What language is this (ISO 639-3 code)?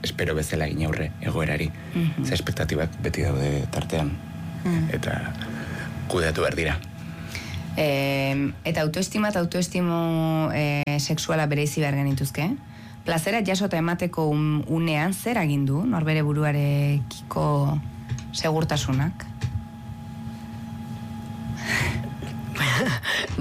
eus